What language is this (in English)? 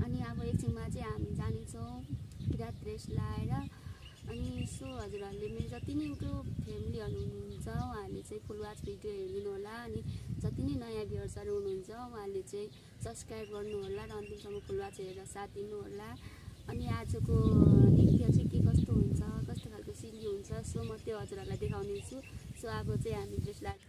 Nepali